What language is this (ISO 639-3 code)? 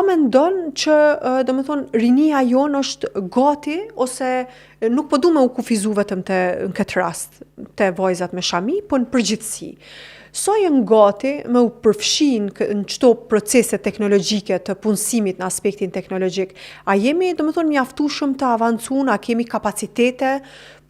sqi